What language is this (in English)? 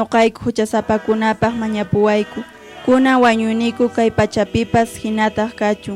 Quechua